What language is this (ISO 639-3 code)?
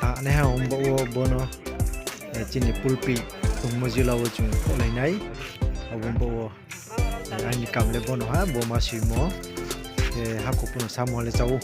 ria